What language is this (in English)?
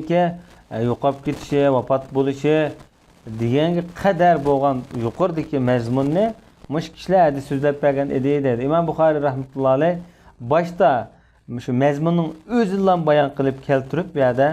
Uyghur